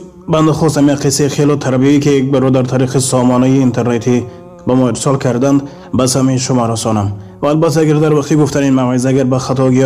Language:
Tajik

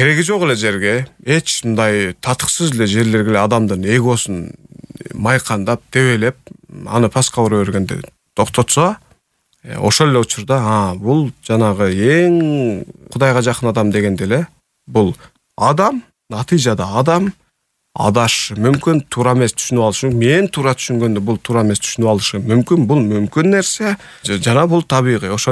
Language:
Kyrgyz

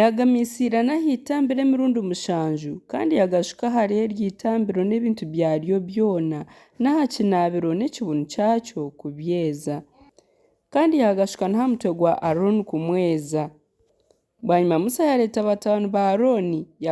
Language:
Nyankole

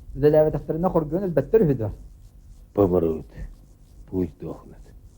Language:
Yakut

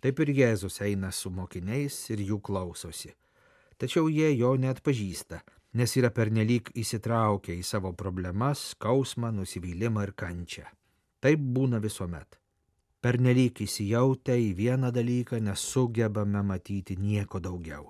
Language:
Lithuanian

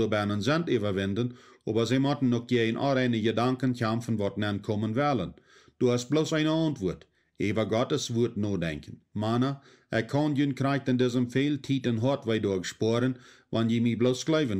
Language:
Plautdietsch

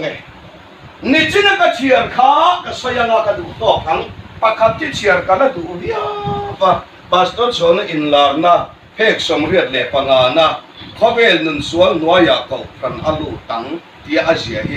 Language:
Hmar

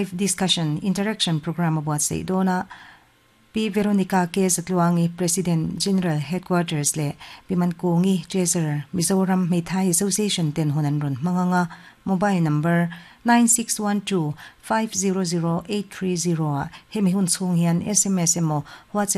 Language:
Mizo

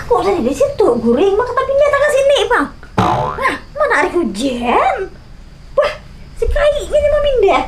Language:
Banjar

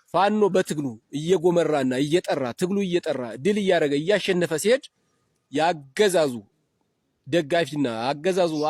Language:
Amharic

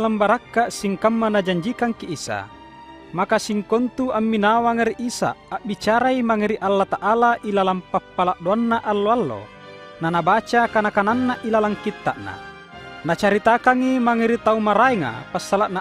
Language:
Makasar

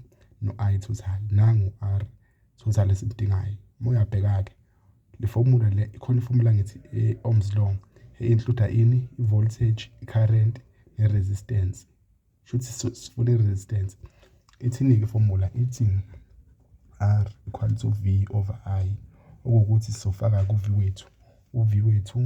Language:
Zulu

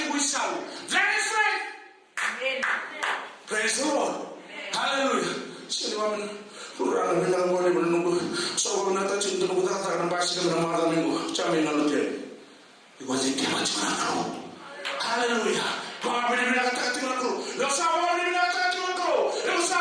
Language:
Fijian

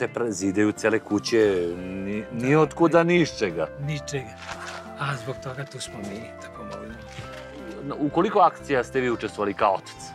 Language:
Serbian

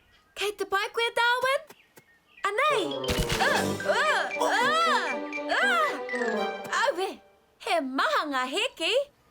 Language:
Māori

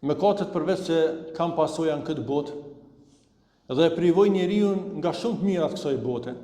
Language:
Albanian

